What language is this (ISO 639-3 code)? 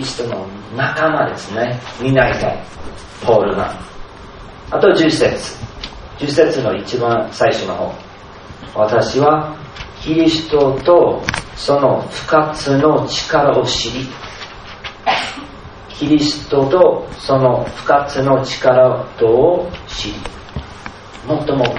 jpn